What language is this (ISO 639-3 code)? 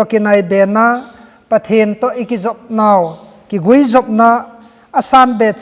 tcz